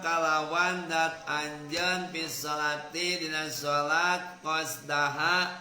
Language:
Sundanese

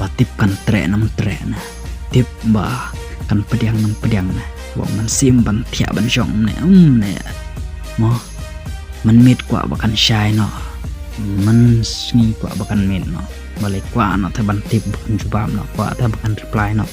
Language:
Khasi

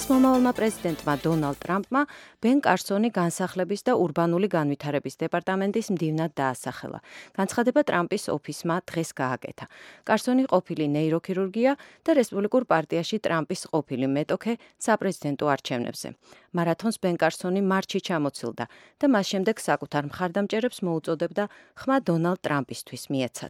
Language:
Georgian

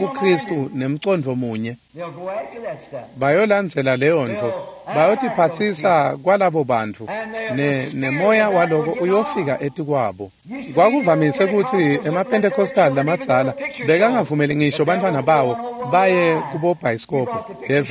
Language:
Swati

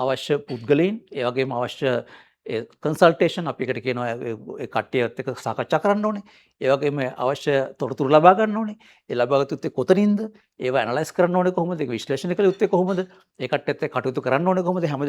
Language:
Sinhala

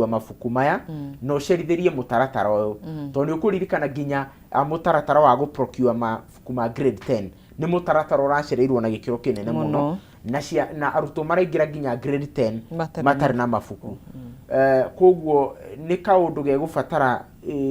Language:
Kikuyu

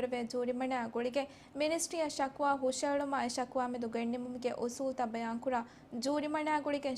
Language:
Divehi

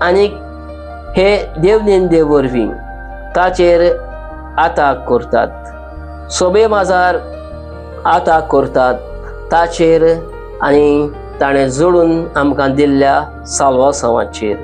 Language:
Konkani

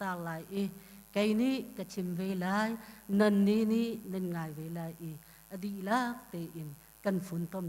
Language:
Hakha Chin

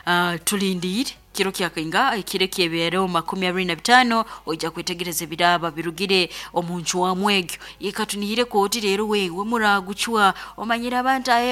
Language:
Nyoro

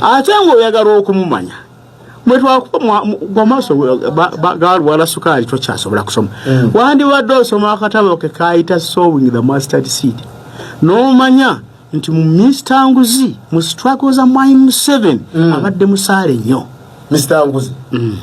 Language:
Ganda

